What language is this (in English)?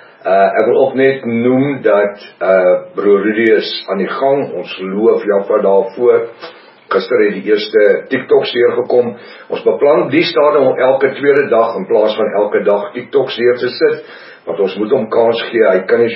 Afrikaans